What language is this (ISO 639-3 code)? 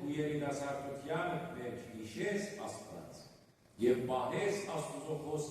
hyw